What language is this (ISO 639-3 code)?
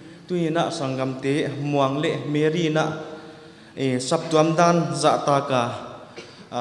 pck